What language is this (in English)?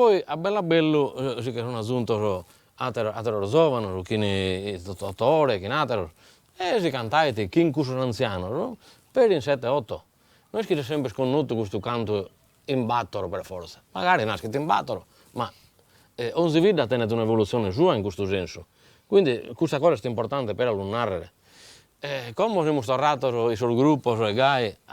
Sardinian